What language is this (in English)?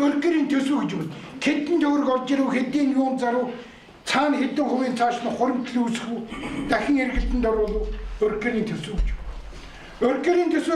Mongolian